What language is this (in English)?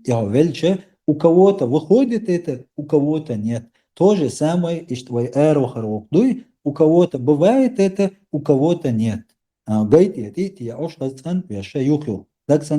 Chechen